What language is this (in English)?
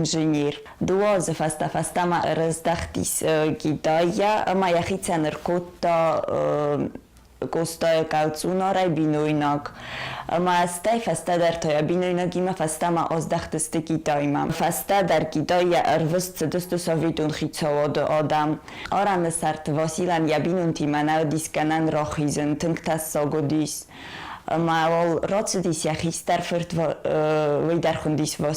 Ossetic